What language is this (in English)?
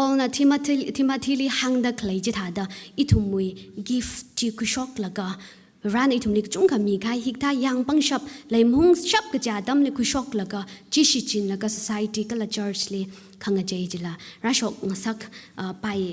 Tangkhul Naga (India)